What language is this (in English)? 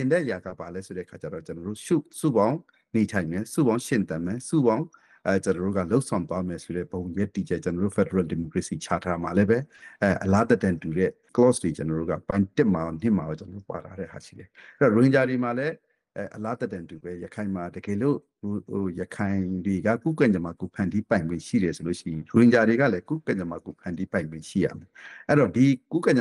Burmese